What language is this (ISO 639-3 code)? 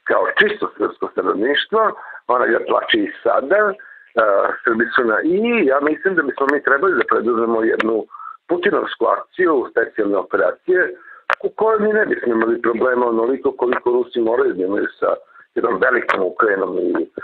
srp